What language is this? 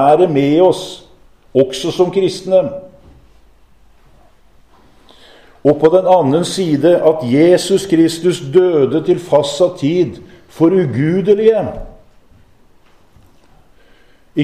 Norwegian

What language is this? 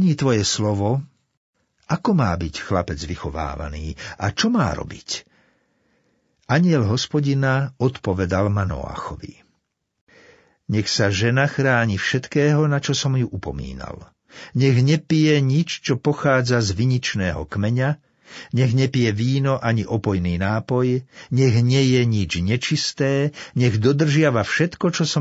Slovak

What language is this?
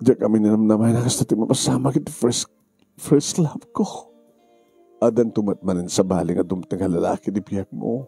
Iloko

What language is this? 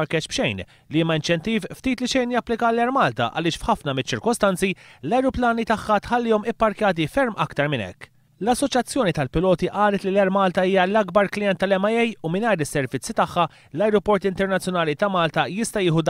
Maltese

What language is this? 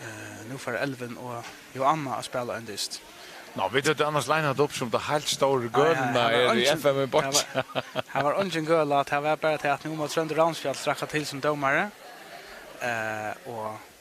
Faroese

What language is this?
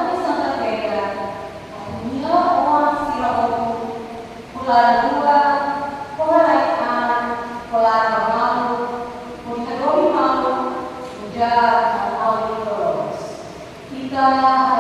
Tetum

